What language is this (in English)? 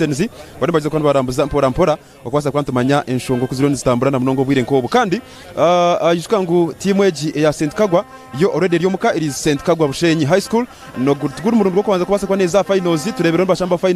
Nyankole